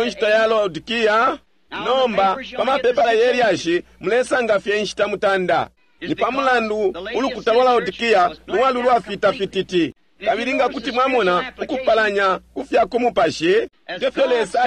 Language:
Bemba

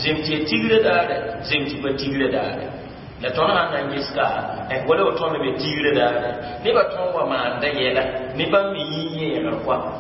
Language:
Mossi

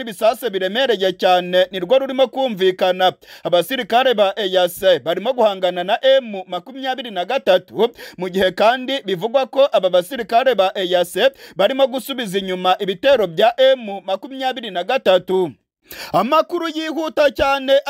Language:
Kinyarwanda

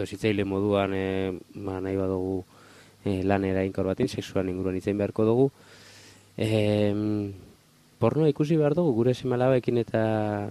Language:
Basque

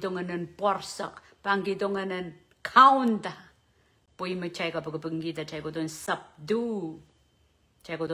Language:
Pohnpeian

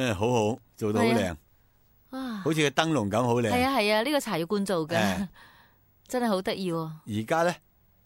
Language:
Cantonese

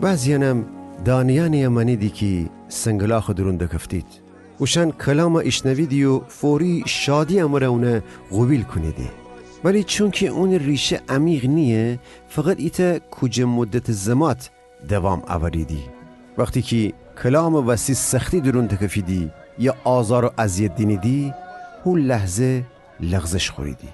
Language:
Gilaki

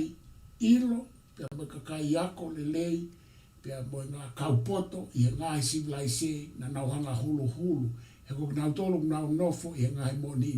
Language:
Tongan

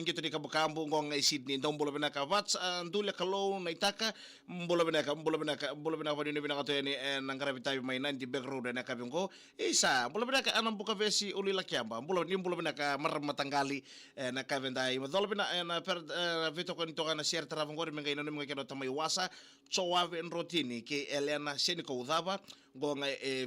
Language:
Fijian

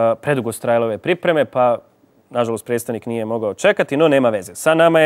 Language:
Croatian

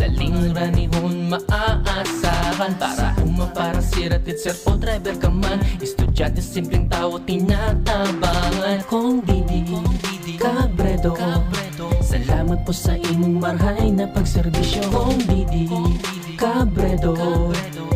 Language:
Bikol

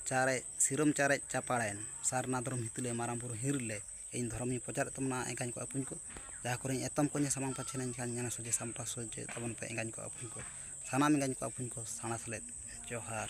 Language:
Santali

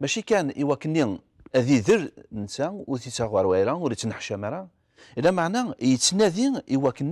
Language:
Kabyle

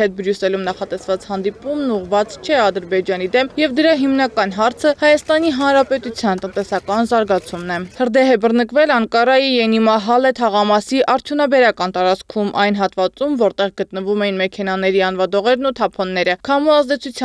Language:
Armenian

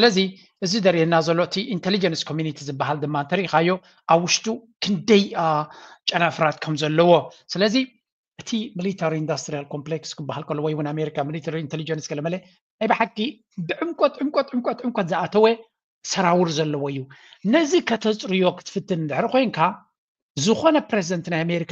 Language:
Tigrinya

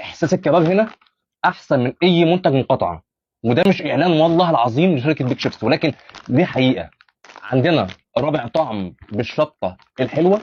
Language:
Egyptian Arabic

